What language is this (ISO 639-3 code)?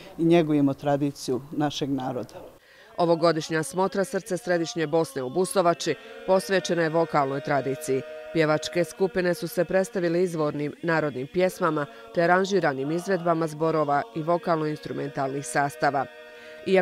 hrv